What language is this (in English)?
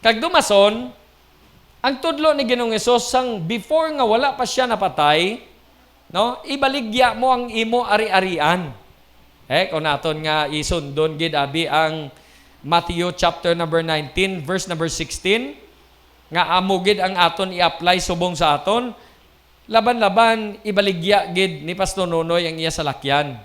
Hiligaynon